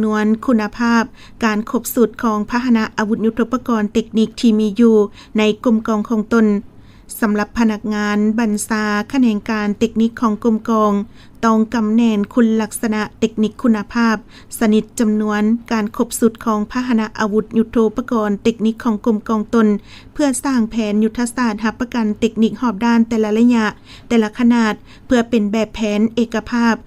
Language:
Lao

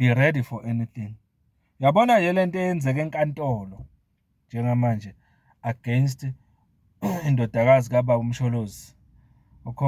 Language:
Zulu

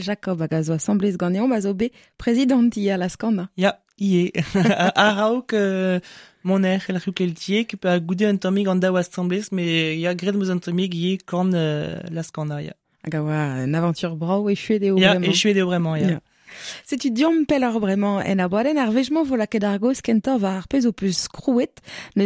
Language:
Breton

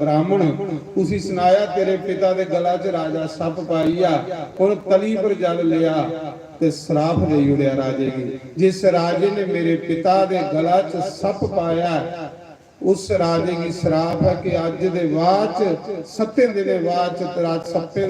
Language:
Dogri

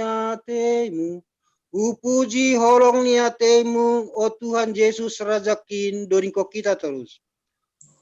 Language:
Batak Simalungun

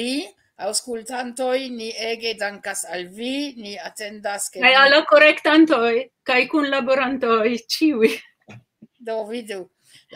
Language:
Esperanto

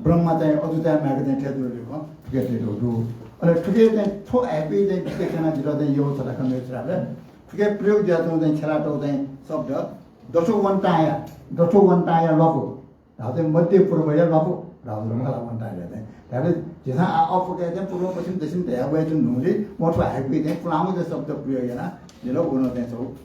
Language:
Newari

